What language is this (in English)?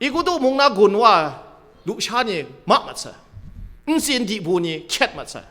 Kachin